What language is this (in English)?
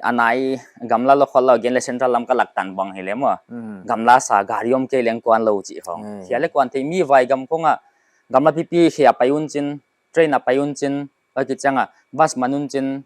Paite Chin